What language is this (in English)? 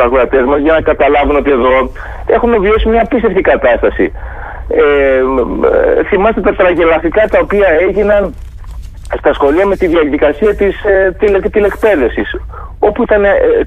Greek